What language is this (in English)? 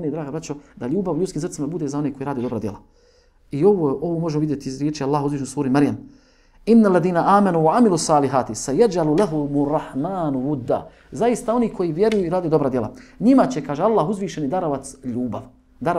Bosnian